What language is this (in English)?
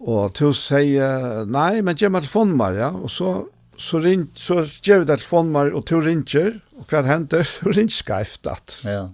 Faroese